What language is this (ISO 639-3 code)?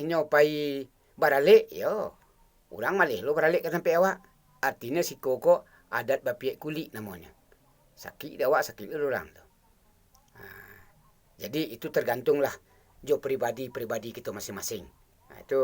min